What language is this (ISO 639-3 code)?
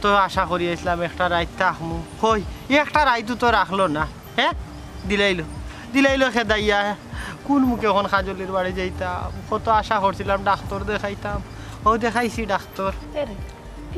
syl